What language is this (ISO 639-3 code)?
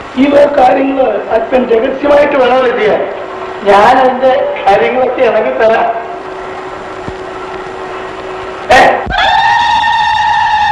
mal